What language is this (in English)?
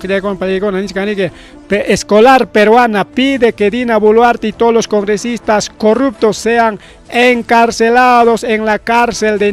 Ayacucho Quechua